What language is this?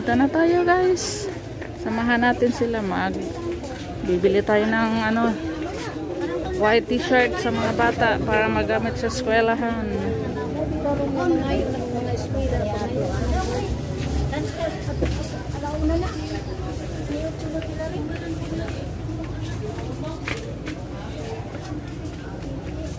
Filipino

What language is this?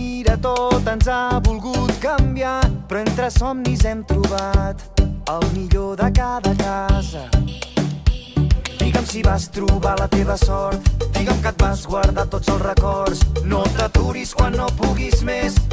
Catalan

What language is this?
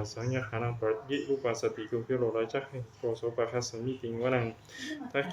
Pali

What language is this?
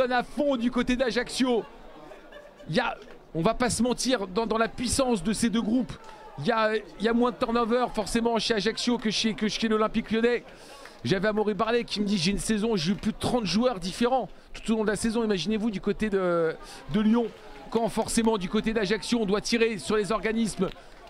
French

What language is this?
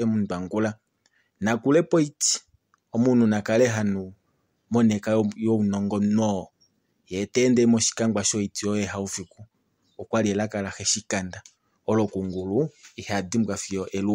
Kuanyama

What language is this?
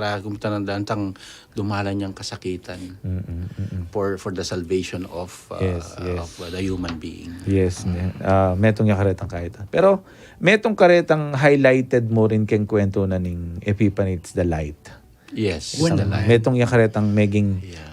Pampanga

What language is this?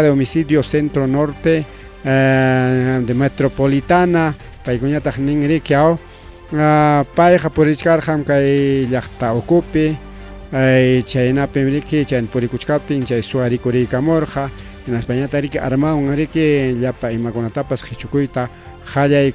Ayacucho Quechua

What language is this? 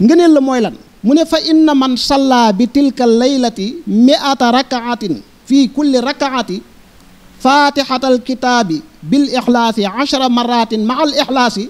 Wolof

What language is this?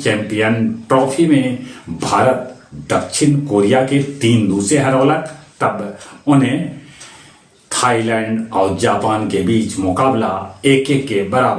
Magahi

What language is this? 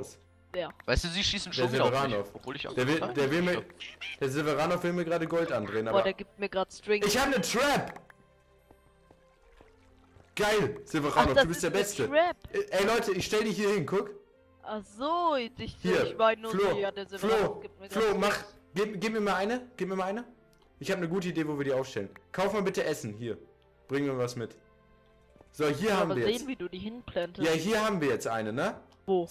German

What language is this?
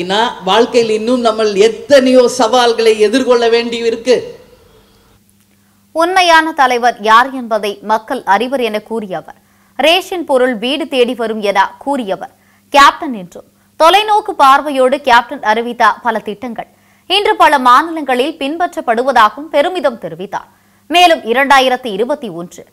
Tamil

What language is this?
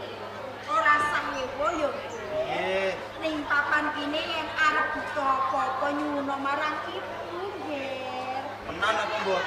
Javanese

